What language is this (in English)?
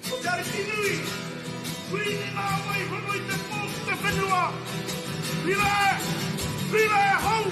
Māori